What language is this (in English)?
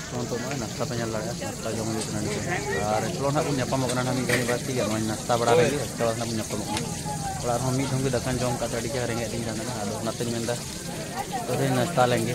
Santali